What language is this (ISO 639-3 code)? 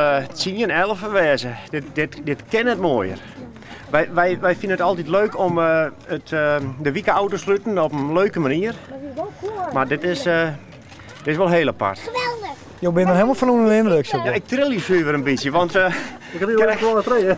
fry